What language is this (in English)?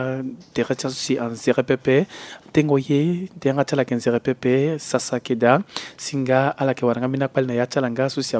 Sango